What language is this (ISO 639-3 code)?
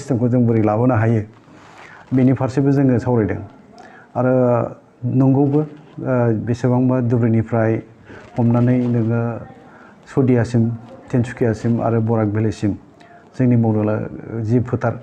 brx